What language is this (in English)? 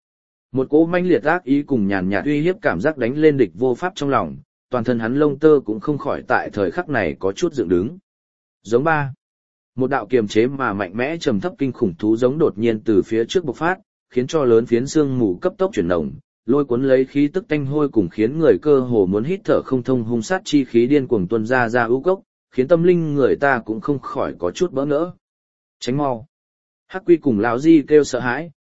Vietnamese